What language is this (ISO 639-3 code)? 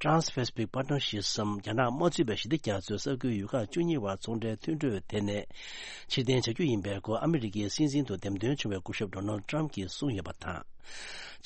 bod